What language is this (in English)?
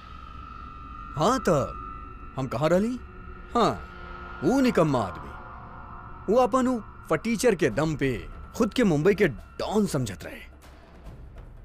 Bhojpuri